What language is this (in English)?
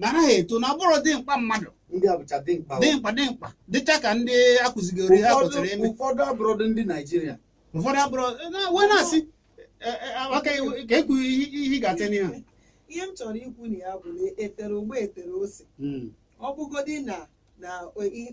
Igbo